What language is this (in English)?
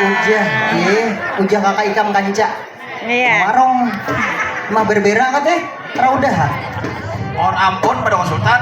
Banjar